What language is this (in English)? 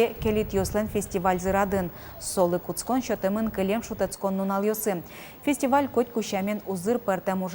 Udmurt